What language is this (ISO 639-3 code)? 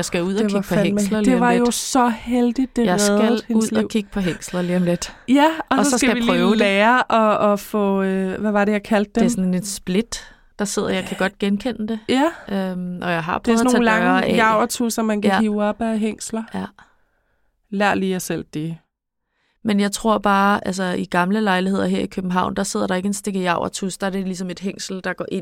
dan